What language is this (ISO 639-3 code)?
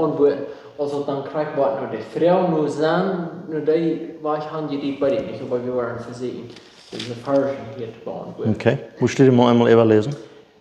pdt